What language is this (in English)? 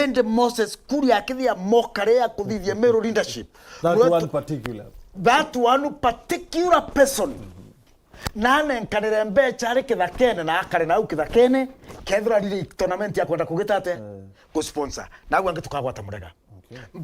Meru